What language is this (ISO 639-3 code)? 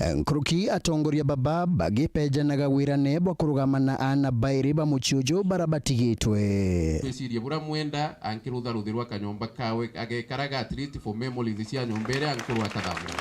mer